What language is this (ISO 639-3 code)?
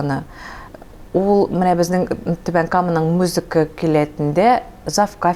tat